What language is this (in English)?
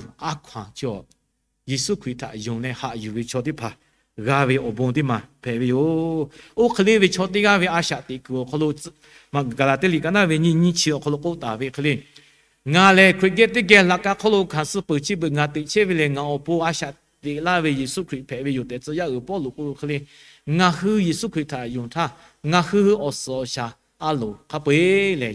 Lahu